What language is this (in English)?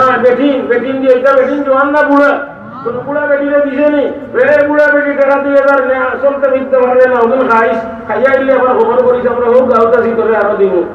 Sylheti